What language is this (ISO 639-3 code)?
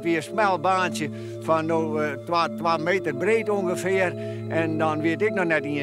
fry